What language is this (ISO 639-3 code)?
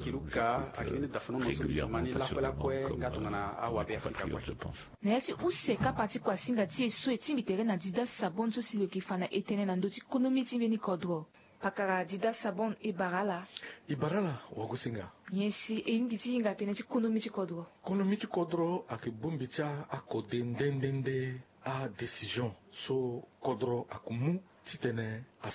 sag